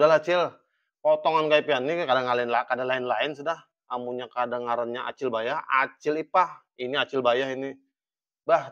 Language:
Banjar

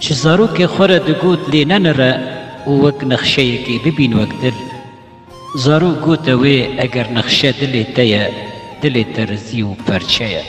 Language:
Kurdish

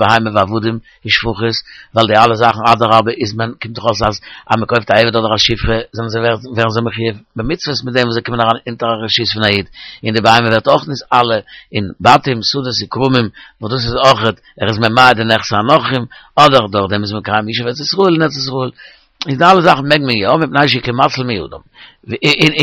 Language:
Yiddish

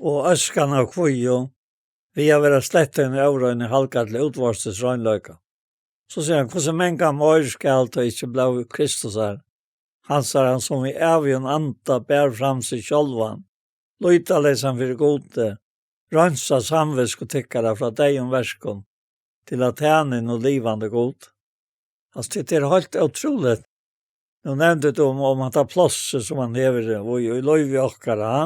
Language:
Faroese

